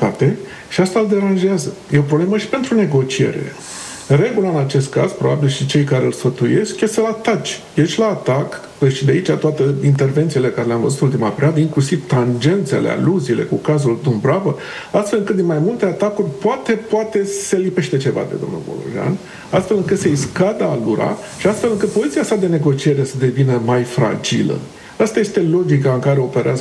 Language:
Romanian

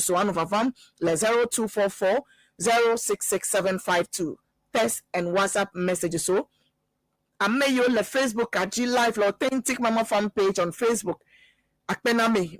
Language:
Ewe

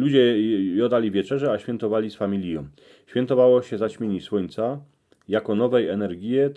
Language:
Silesian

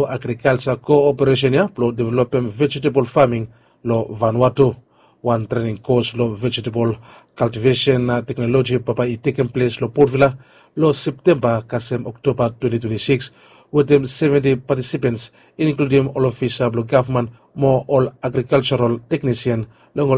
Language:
Bislama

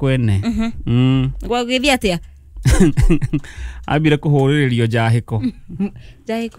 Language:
Kikuyu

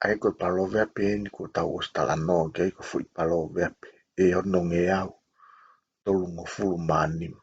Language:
Tongan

